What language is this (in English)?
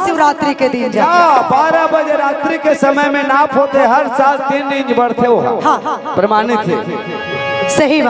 Chhattisgarhi